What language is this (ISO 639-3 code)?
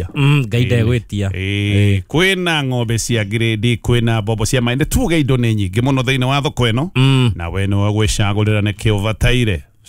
kik